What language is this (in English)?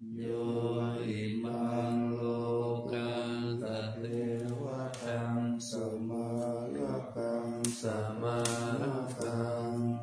Pali